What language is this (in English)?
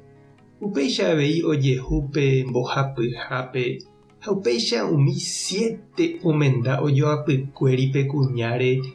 Guarani